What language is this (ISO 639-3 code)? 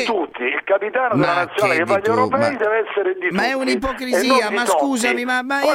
ita